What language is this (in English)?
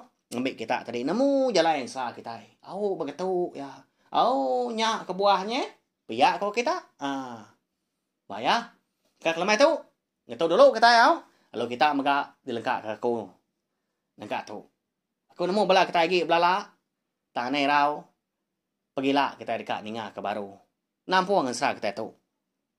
Iban